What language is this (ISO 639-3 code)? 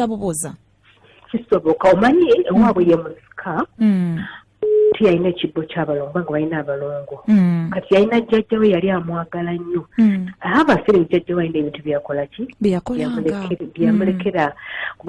lug